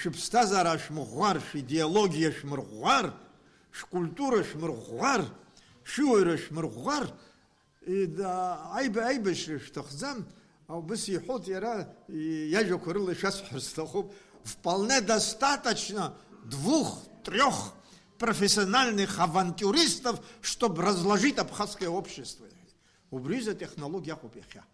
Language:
Abkhazian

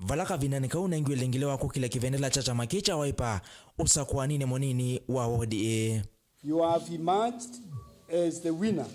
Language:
Kamba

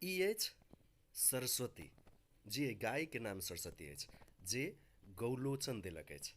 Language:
Maithili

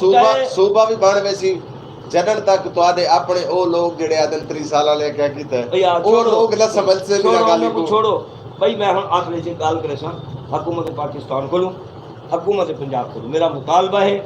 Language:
Saraiki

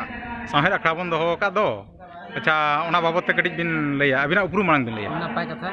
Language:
Santali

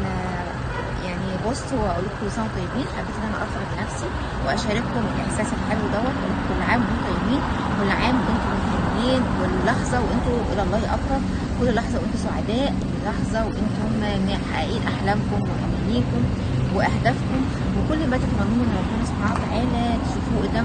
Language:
Egyptian Arabic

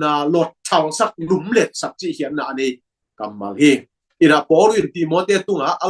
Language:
Tedim Chin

